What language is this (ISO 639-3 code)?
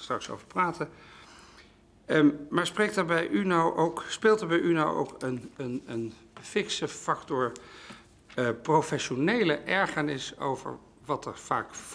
nld